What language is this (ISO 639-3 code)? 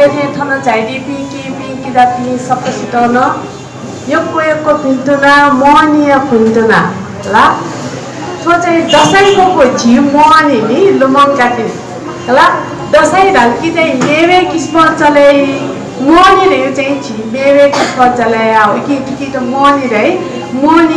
new